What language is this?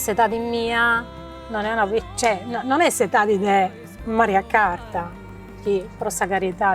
Sardinian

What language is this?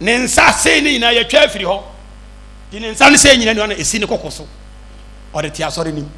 Akan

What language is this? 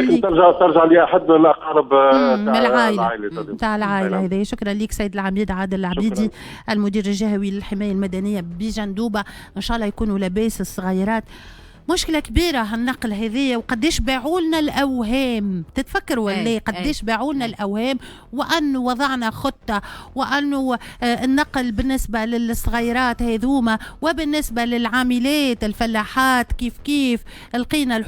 Tunisian Arabic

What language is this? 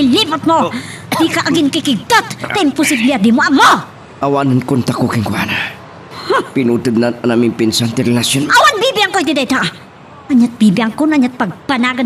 Iloko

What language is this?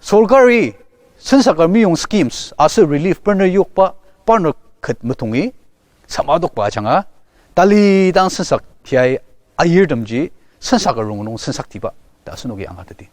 Ao Naga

